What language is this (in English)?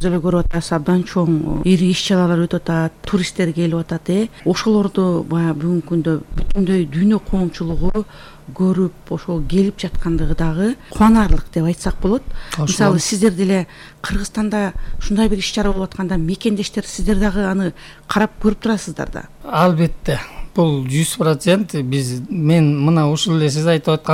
Kyrgyz